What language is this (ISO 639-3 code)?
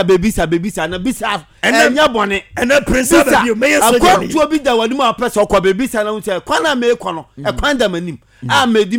aka